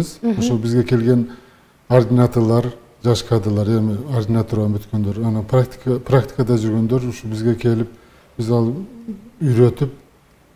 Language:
Kyrgyz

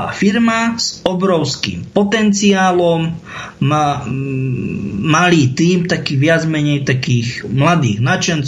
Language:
Slovak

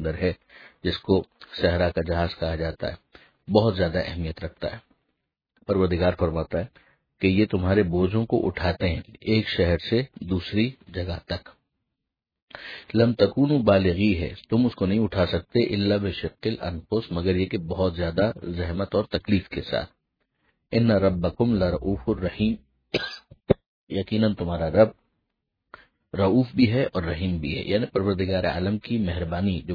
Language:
Urdu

